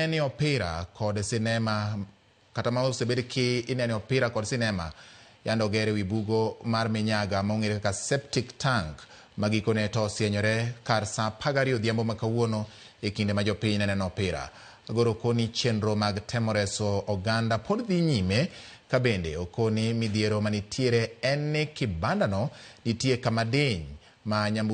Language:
Luo (Kenya and Tanzania)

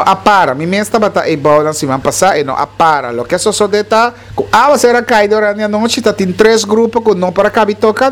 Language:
Papiamento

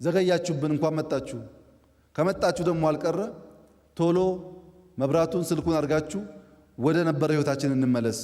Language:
Amharic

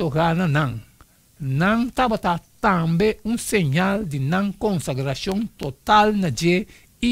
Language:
Papiamento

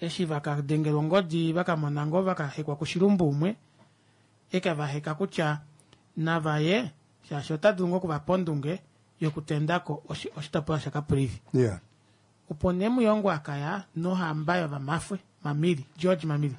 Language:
Kuanyama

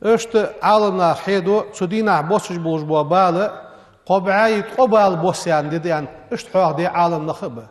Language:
Ingush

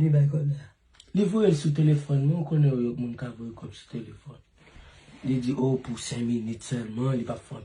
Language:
Haitian Creole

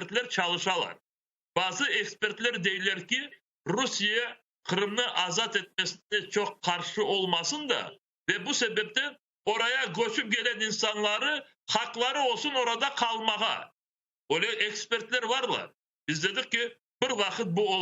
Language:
Crimean Tatar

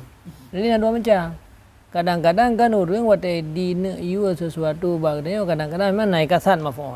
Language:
Achinese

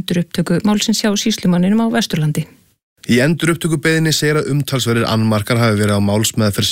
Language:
Icelandic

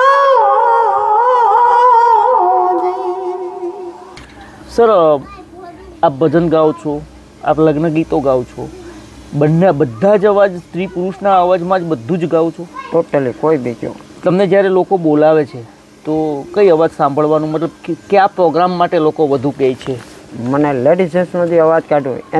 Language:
Gujarati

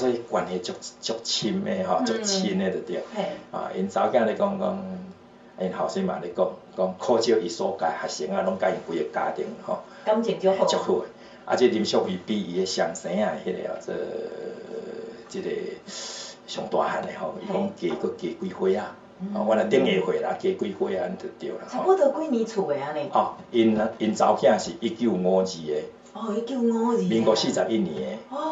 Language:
Min Nan Chinese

